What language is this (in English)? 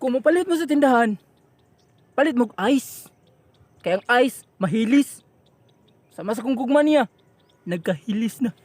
Cebuano